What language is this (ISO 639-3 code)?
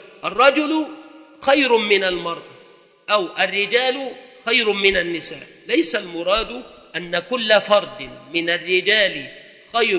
ara